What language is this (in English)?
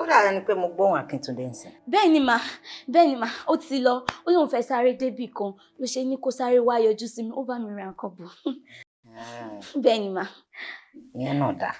Yoruba